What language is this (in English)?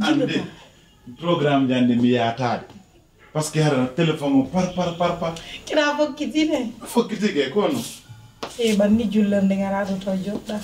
Pular